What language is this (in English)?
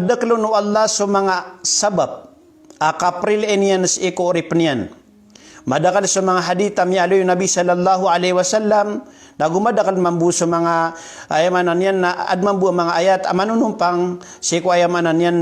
Maranao